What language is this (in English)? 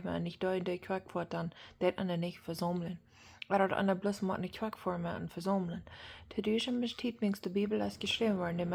Plautdietsch